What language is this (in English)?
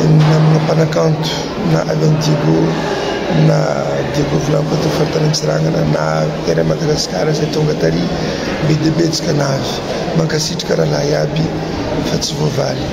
Malagasy